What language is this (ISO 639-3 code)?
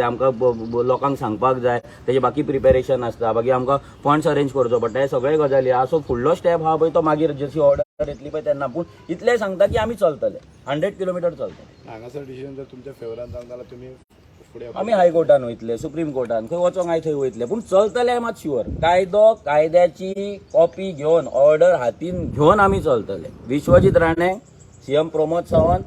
kok